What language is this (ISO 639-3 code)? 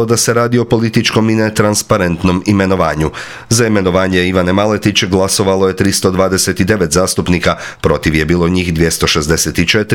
hrv